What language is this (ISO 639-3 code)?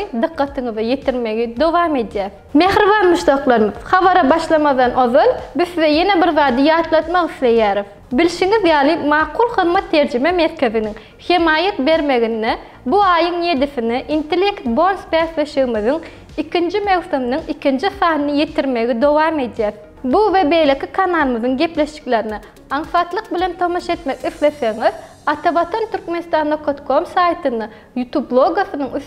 tuk